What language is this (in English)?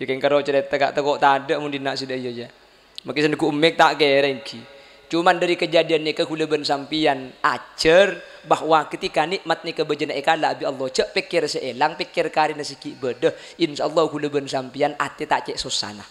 Madurese